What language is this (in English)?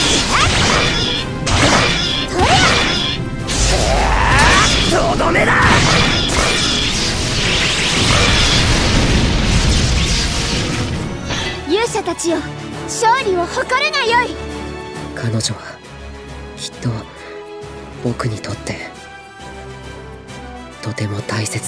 Japanese